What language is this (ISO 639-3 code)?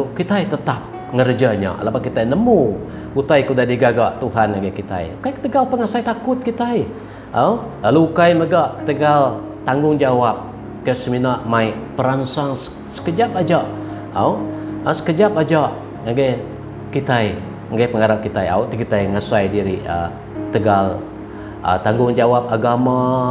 iba